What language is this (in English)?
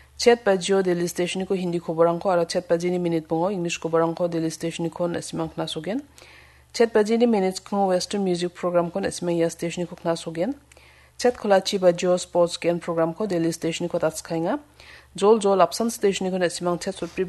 Garo